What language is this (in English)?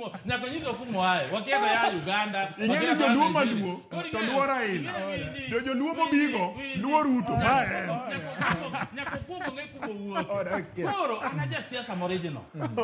Luo (Kenya and Tanzania)